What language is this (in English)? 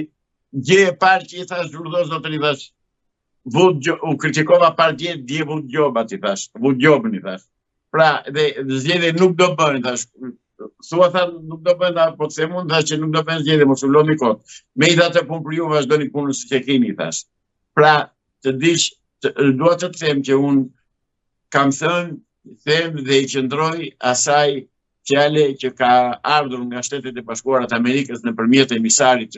Albanian